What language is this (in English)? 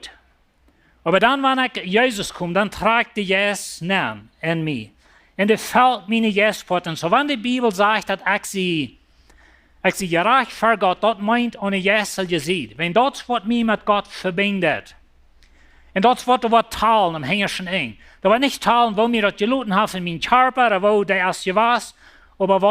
Plautdietsch